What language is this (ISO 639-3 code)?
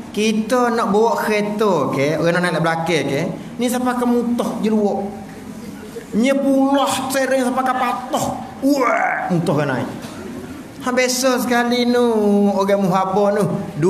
msa